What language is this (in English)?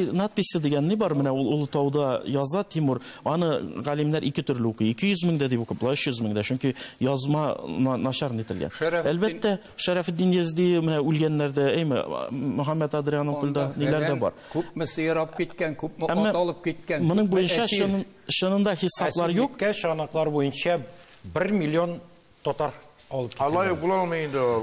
Tatar